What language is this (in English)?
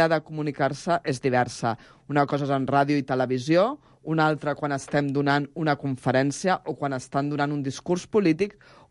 Catalan